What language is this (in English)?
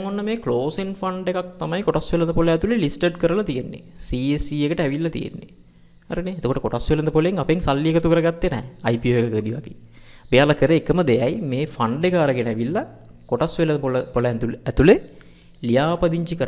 Sinhala